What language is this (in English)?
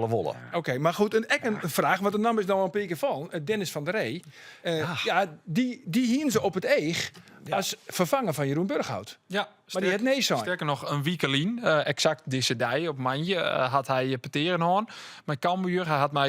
Western Frisian